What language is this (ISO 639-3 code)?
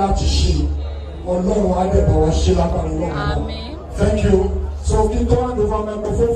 yor